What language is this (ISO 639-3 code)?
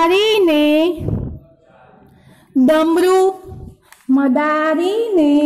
guj